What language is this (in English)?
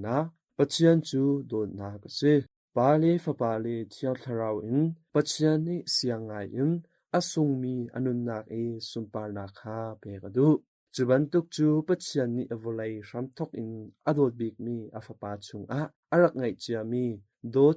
Hakha Chin